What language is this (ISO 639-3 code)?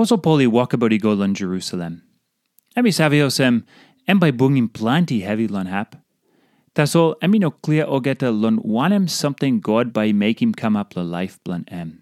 tpi